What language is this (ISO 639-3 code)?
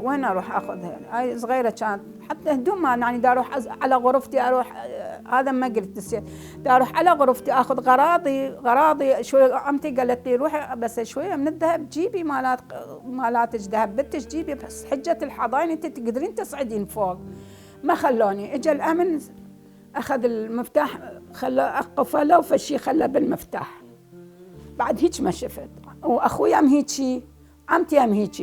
acm